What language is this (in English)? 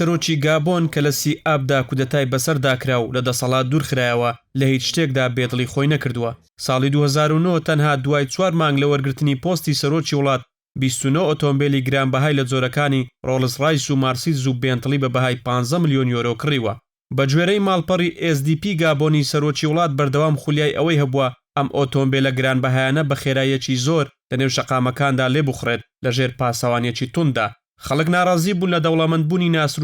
Central Kurdish